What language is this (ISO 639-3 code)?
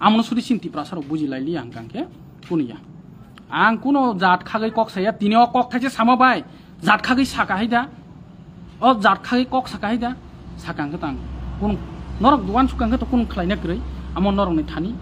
trp